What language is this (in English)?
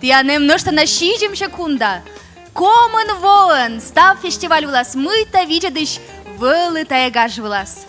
Komi